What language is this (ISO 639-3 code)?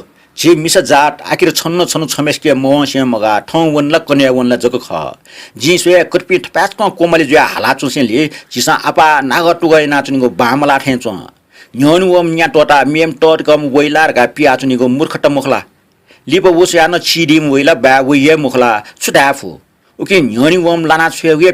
new